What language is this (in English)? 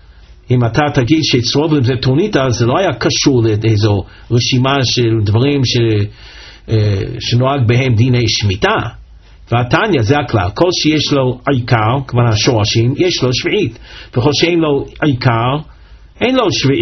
Hebrew